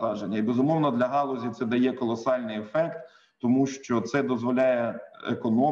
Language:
Ukrainian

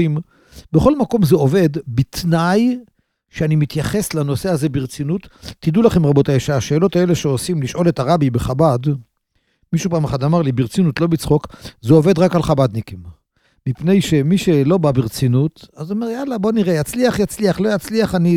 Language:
Hebrew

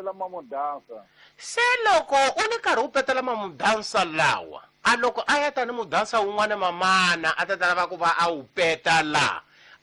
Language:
Tsonga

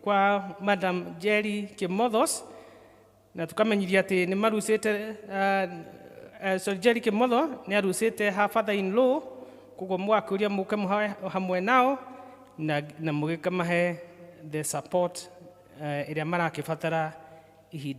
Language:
Kikuyu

